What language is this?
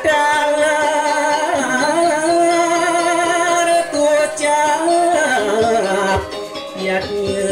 Balinese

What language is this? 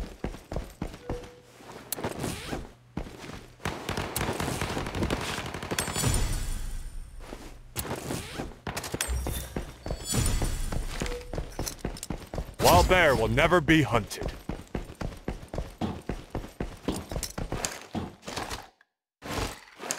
English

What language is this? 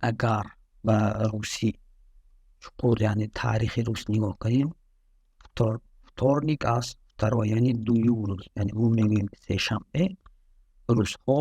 Tajik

